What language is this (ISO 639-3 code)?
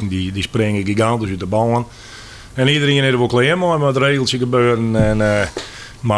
fry